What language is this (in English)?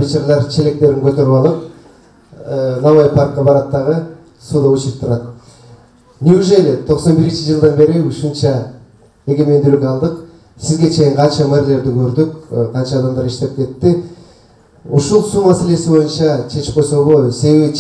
Kyrgyz